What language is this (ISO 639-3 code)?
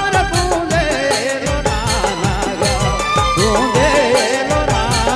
sck